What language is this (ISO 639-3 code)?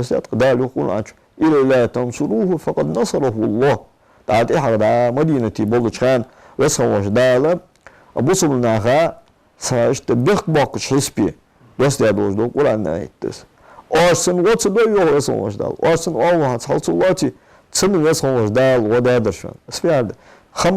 inh